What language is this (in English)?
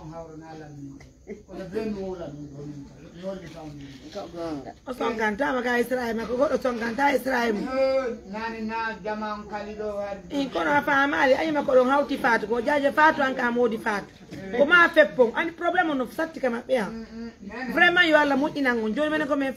Pular